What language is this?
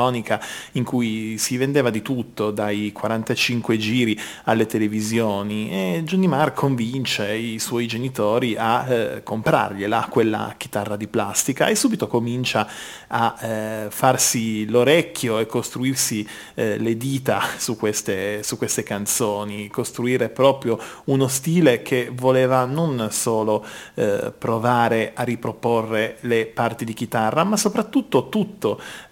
Italian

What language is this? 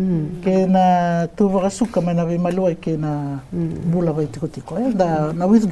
Fijian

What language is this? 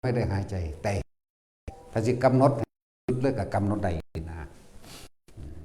Northeastern Thai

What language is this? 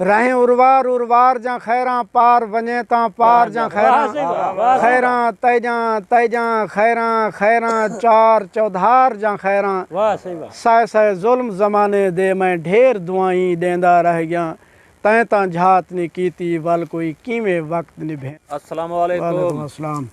Saraiki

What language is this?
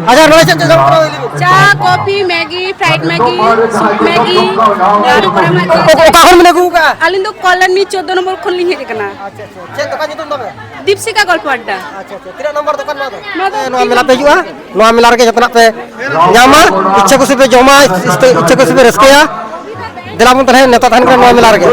Santali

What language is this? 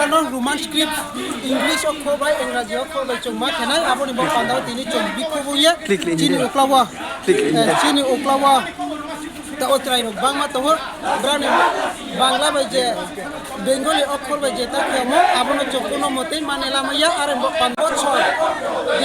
Kok Borok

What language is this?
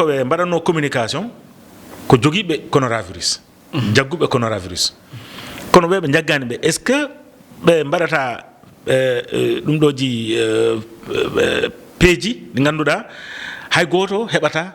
Fula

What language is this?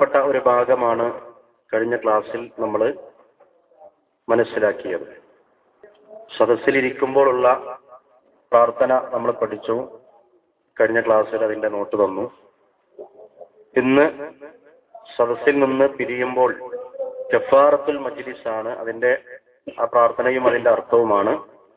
Malayalam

